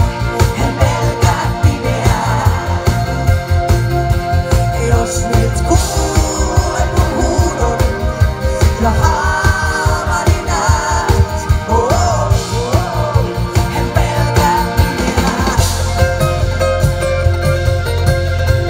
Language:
Finnish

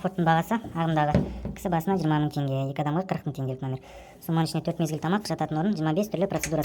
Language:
Kazakh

